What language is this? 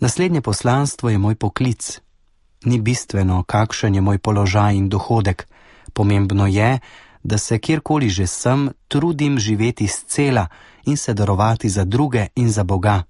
Slovenian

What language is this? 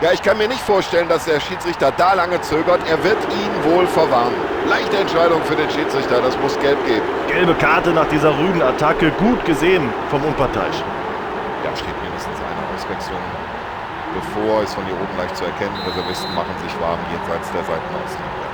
Bavarian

